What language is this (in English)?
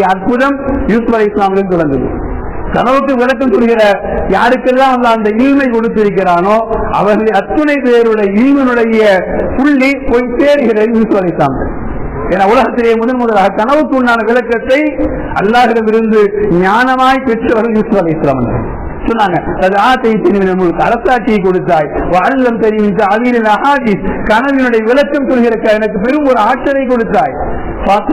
Tamil